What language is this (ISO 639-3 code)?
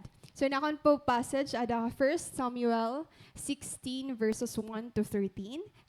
war